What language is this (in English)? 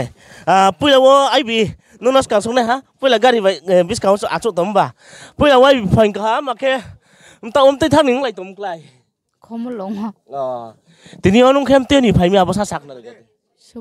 Riang (India)